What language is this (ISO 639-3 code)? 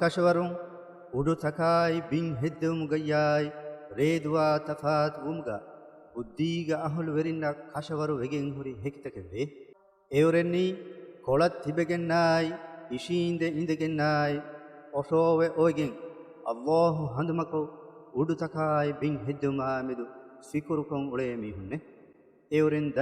div